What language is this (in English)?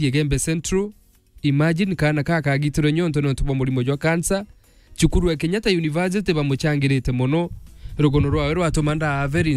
Meru